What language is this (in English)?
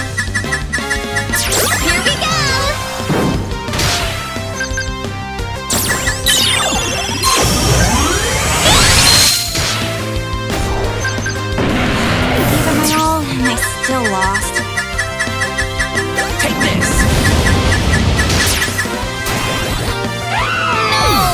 English